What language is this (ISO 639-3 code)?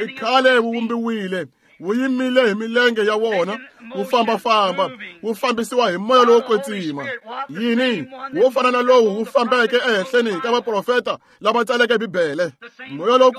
tso